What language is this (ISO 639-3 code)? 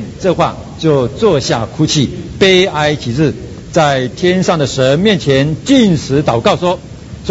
zho